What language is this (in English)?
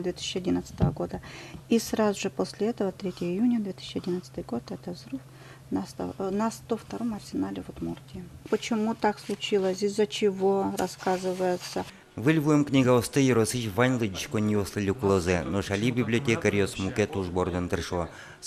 Udmurt